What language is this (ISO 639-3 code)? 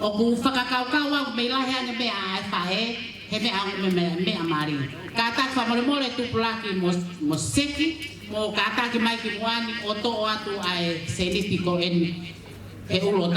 ton